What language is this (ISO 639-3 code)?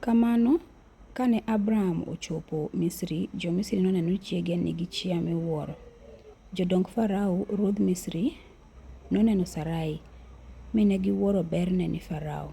luo